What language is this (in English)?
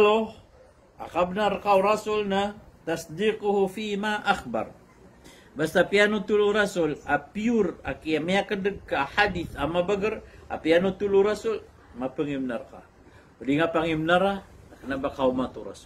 Maranao